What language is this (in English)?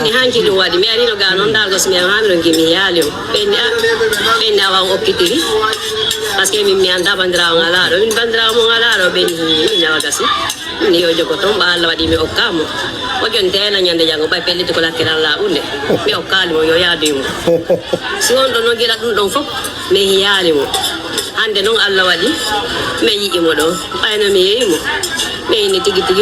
Pular